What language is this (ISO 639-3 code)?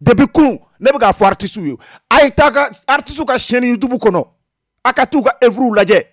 bam